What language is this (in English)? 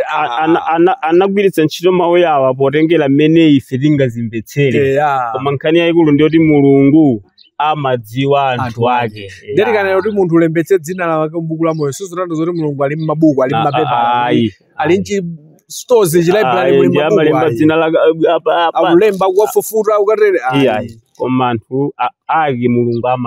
Nyanja